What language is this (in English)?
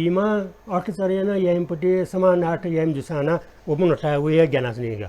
Newari